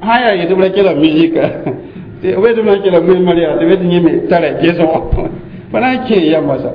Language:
Mossi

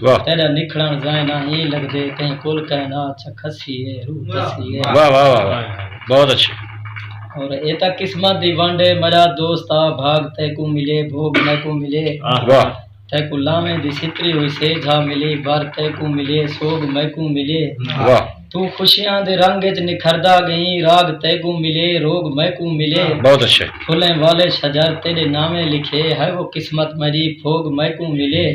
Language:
Saraiki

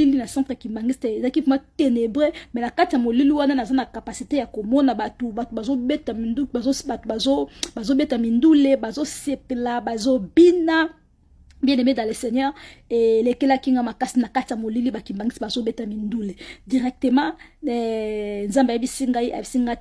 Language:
Lingala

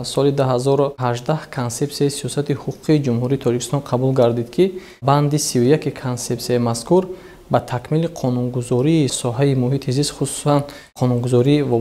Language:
Tajik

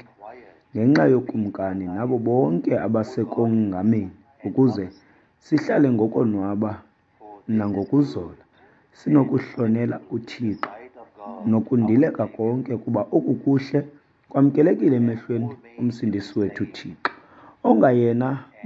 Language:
Xhosa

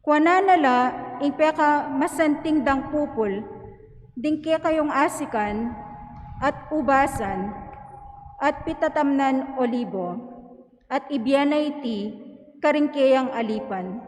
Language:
Pampanga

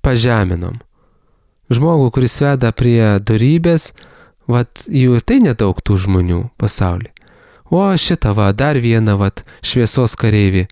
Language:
Lithuanian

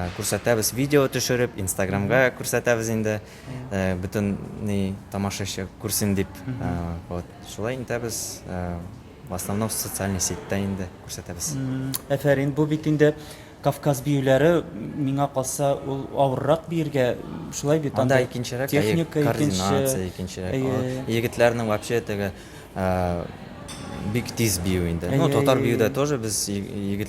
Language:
Tatar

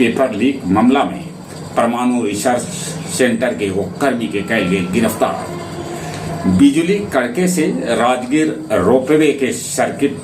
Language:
Magahi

